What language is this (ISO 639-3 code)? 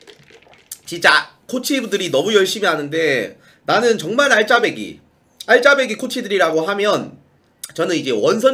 kor